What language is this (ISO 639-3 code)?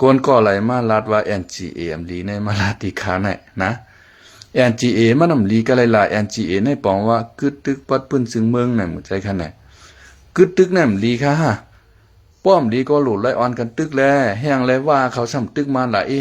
shn